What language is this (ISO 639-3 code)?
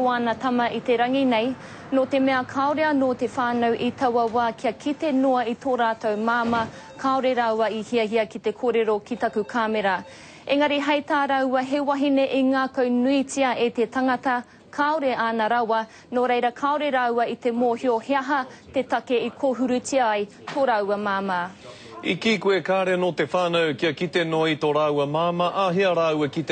mri